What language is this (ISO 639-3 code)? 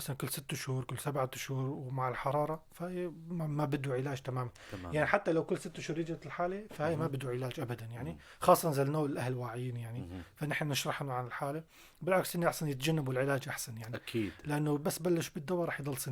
apc